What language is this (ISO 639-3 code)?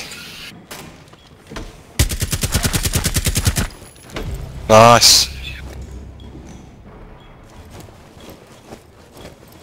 afr